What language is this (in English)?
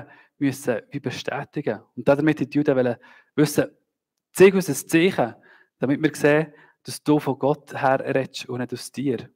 Swiss German